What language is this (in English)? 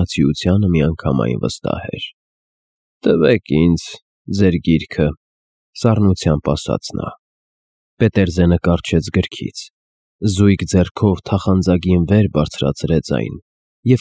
Armenian